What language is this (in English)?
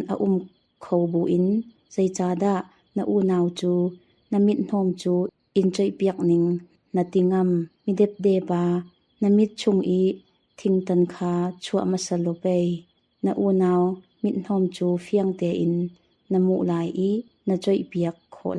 Hakha Chin